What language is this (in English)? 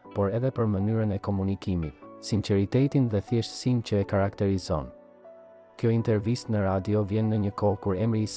Albanian